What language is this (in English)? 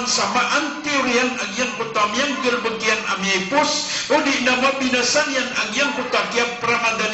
Maranao